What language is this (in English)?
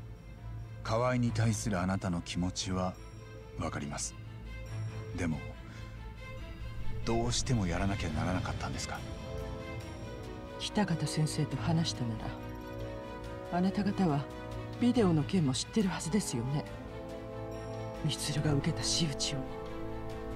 Japanese